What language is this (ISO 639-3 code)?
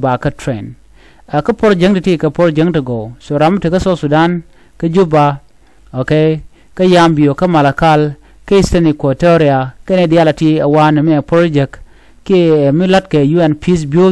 nus